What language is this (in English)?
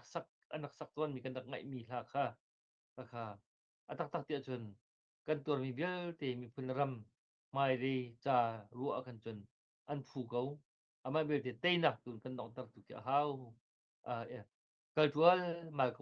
Hakha Chin